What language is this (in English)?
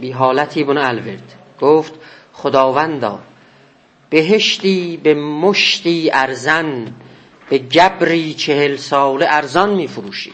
South Azerbaijani